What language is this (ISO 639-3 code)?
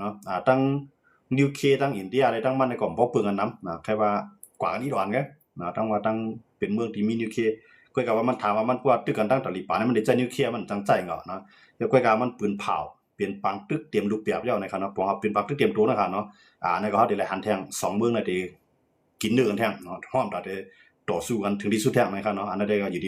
shn